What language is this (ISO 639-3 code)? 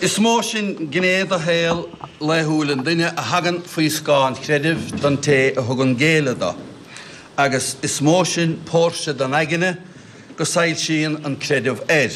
gle